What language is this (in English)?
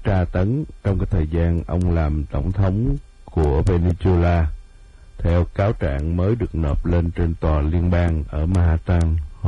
Vietnamese